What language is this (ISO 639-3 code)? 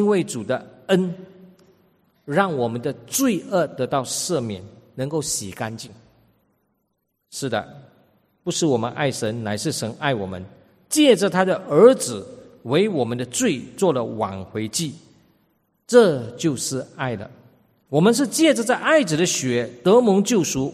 zho